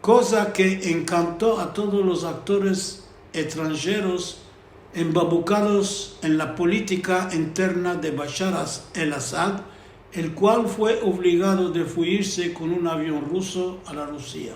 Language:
Ladino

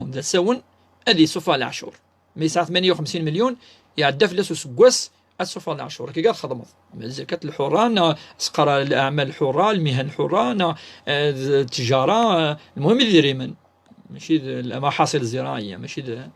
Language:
Kabyle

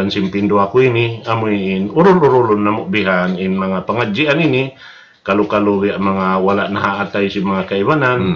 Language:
Tausug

